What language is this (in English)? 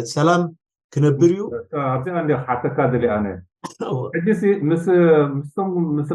Tigrinya